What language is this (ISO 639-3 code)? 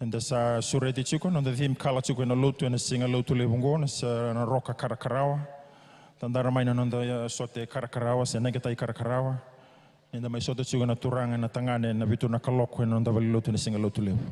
fij